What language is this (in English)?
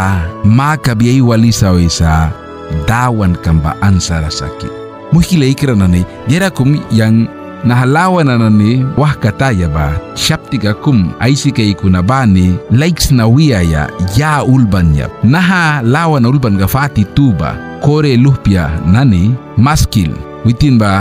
Mískito